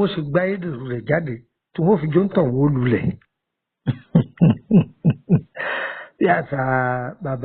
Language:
Yoruba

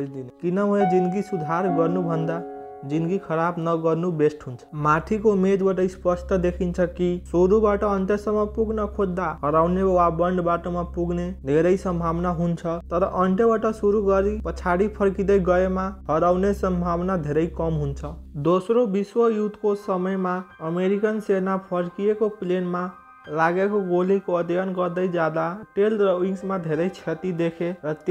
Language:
Nepali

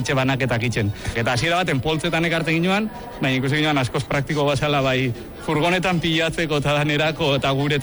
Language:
Basque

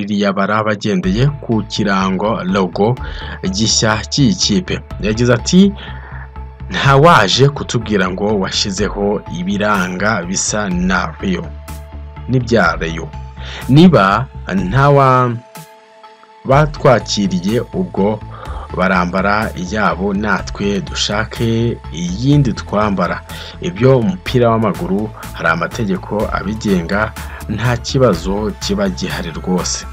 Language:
Kinyarwanda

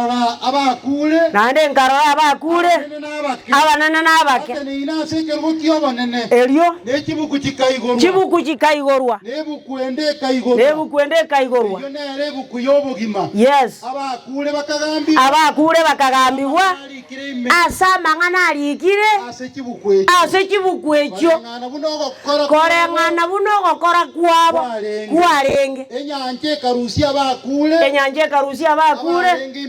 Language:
Gusii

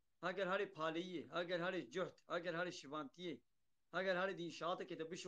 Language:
Kurdish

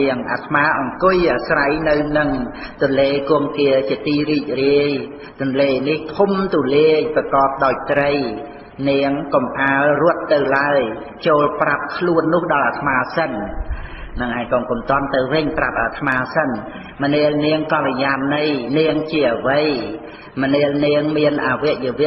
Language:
Khmer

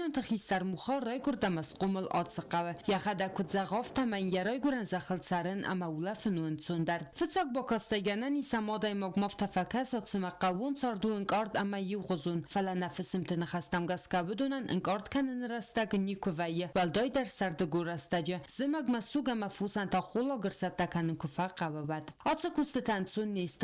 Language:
Ossetic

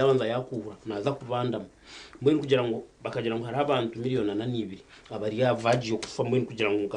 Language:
Nyankole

